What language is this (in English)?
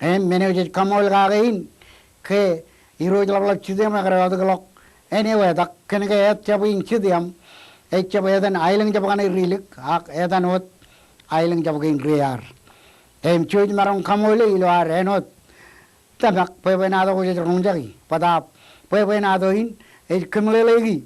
Marshallese